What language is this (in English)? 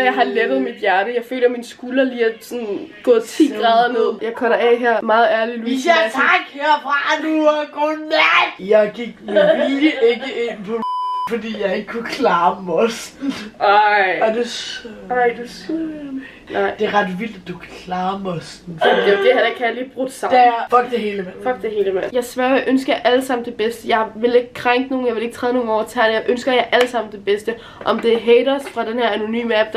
Danish